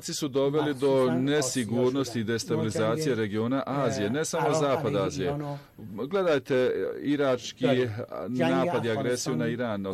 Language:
Bosnian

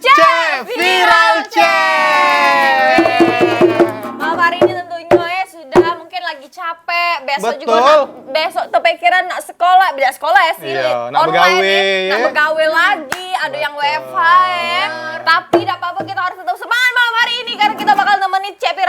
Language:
Musi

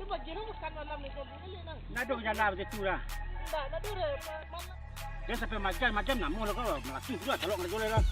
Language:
Minangkabau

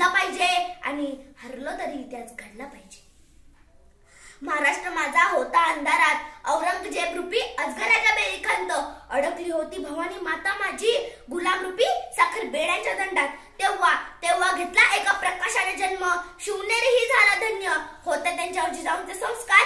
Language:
Marathi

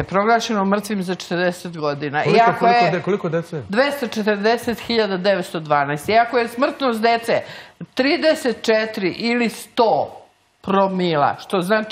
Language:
Serbian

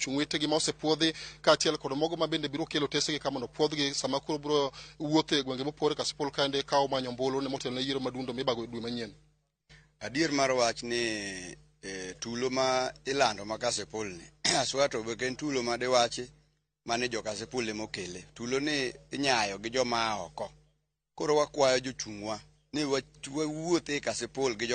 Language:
Luo (Kenya and Tanzania)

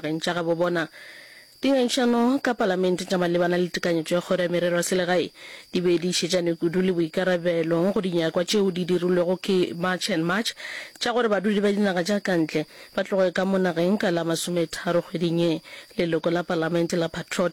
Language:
Northern Sotho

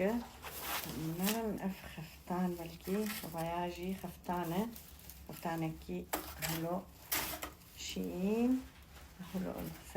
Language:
Kurdish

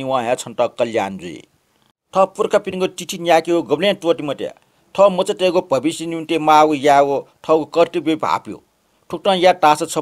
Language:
Newari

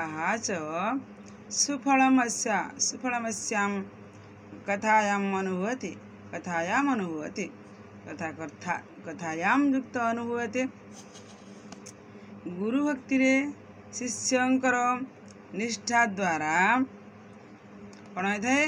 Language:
Odia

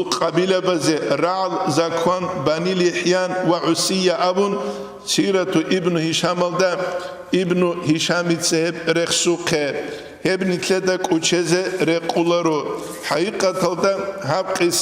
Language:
Avaric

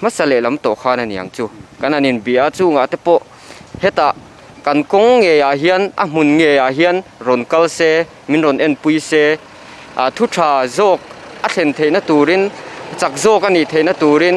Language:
Mizo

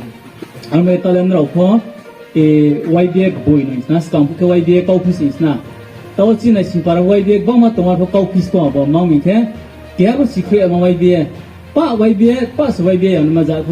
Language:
Riang (India)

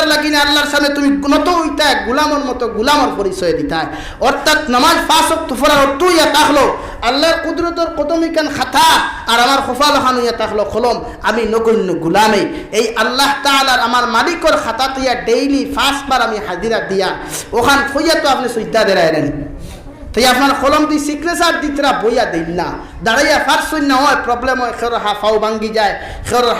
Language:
Sylheti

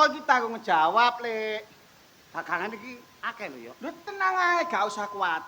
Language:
Javanese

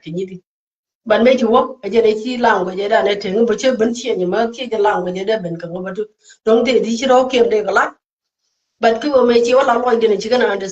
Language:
Nuer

